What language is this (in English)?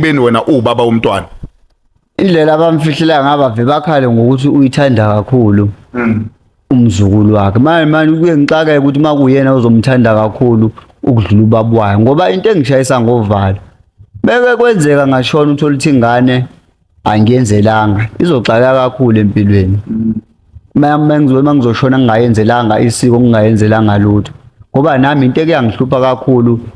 Zulu